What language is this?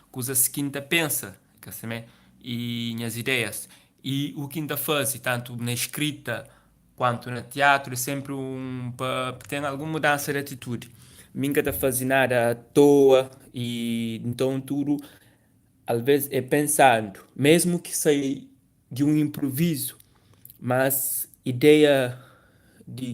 Kabuverdianu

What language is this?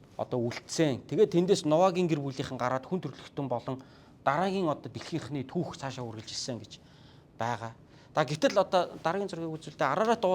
Mongolian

